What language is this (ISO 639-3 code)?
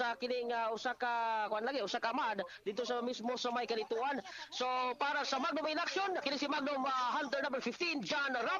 ceb